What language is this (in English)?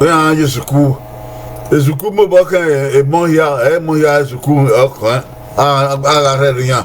Bini